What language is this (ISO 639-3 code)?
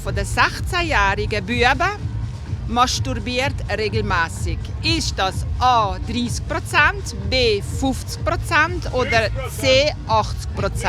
gsw